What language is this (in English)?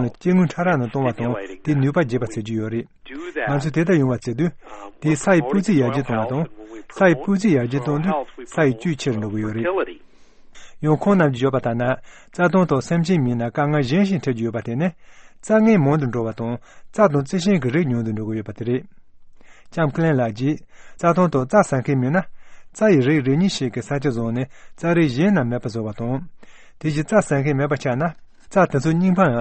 Tibetan